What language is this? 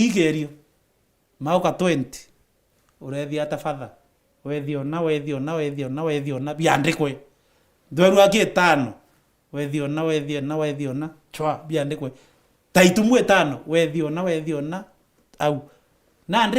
Meru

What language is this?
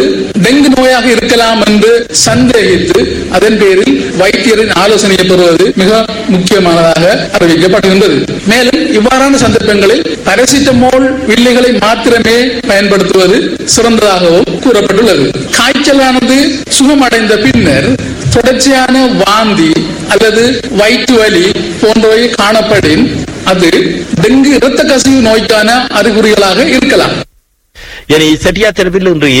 Tamil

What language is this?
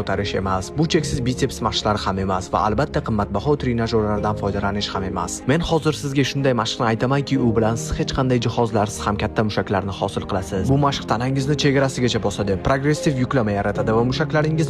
Uzbek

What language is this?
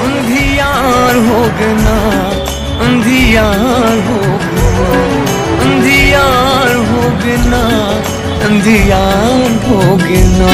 Chhattisgarhi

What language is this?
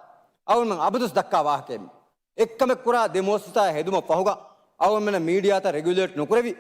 Divehi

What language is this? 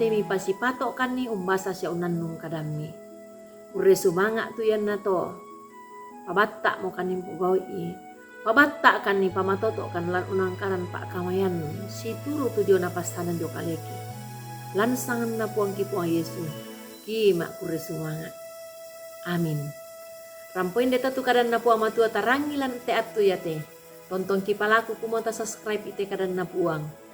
Toraja-Sa'dan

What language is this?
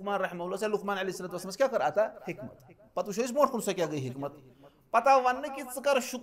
Kashmiri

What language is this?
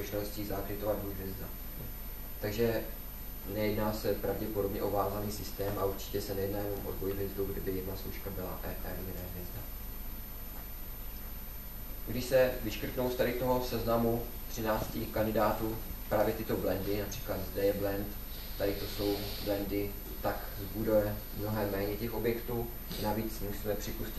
Czech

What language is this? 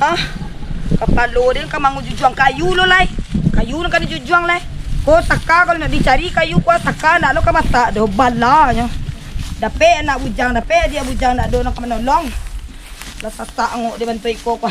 Minangkabau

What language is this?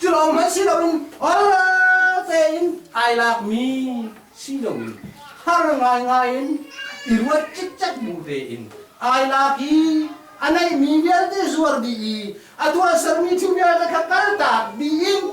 Hakha Chin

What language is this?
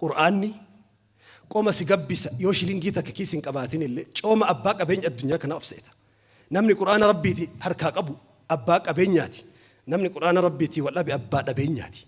Oromo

